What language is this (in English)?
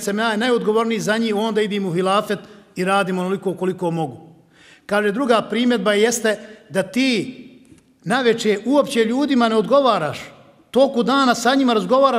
Bosnian